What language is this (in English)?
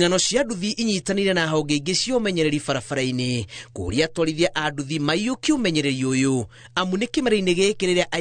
Kikuyu